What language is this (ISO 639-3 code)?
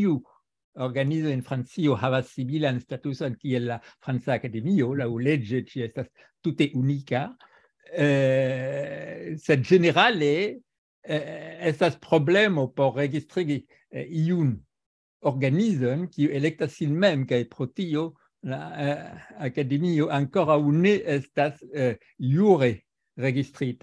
epo